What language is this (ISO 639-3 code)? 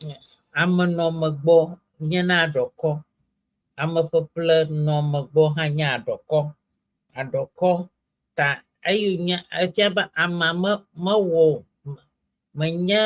ewe